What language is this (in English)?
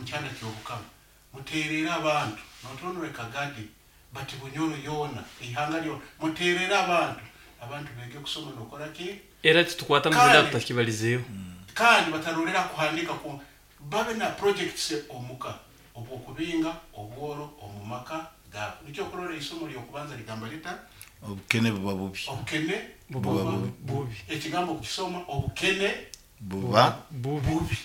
Nyoro